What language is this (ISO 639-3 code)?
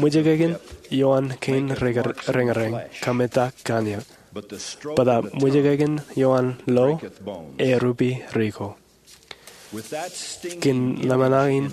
mah